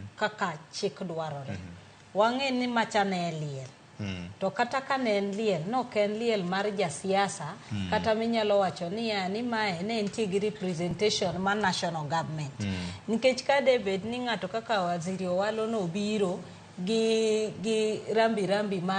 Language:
Luo (Kenya and Tanzania)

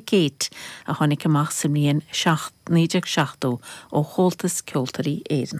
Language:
Irish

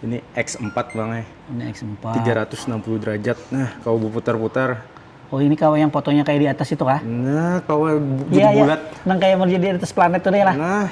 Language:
Banjar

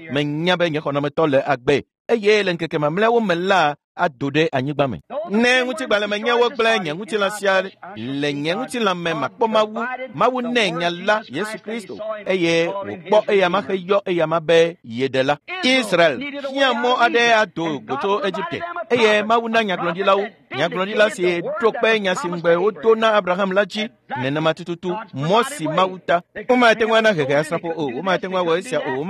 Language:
Ewe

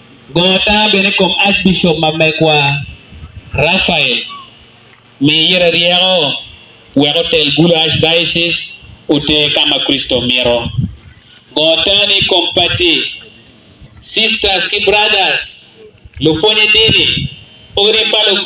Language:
Acoli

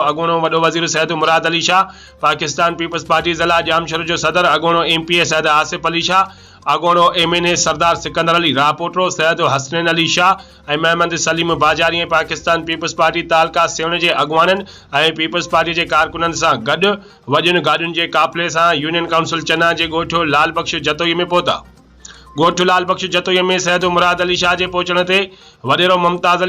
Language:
Sindhi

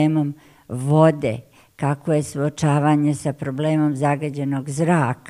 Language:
Bosnian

